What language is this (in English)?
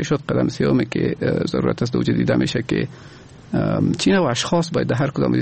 Persian